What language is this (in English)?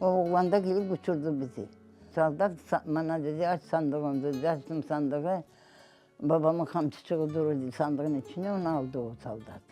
Crimean Tatar